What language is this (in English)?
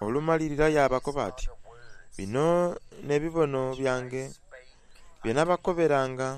Soga